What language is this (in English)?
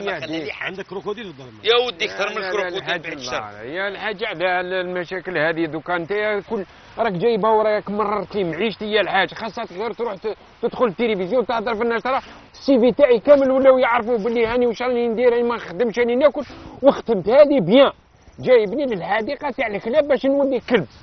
Algerian Arabic